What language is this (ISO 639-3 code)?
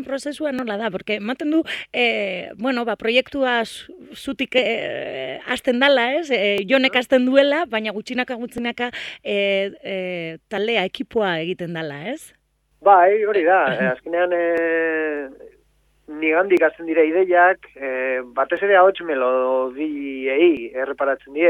eus